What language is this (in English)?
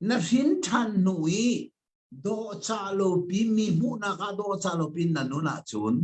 Hakha Chin